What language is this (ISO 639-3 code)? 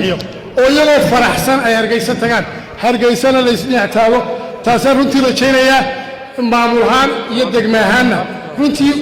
som